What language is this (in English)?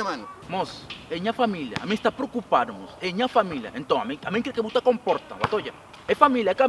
Kabuverdianu